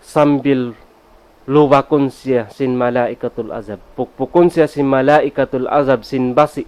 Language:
Tausug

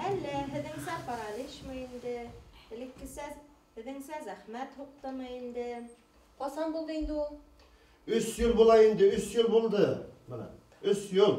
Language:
Bashkir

